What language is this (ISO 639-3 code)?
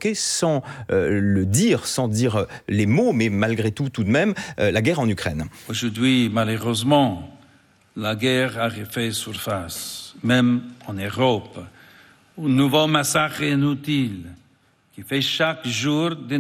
fra